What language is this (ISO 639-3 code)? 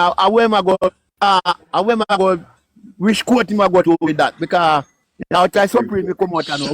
jam